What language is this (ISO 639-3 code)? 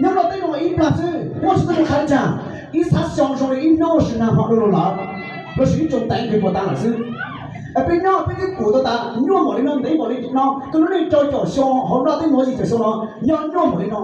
hmn